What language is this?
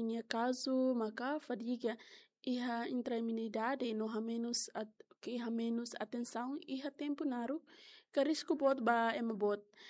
Tetum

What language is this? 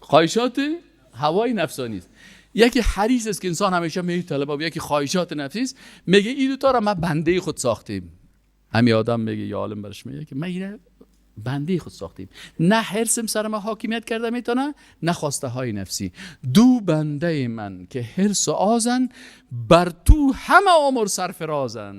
Persian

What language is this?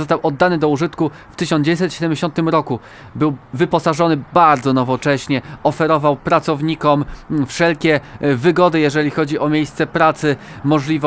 Polish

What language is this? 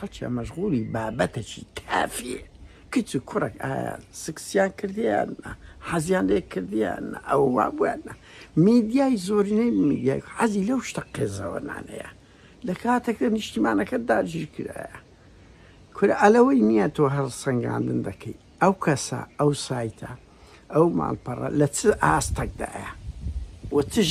Central Kurdish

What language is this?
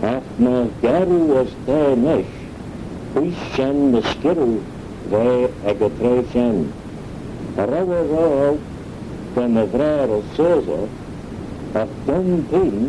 Manx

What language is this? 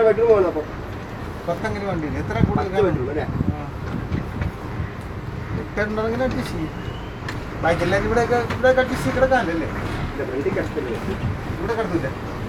Malayalam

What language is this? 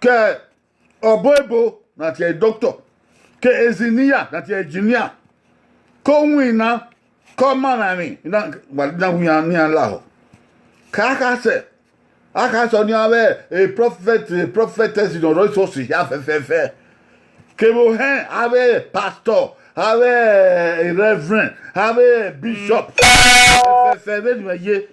Bini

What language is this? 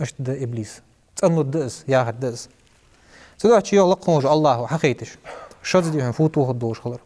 Ingush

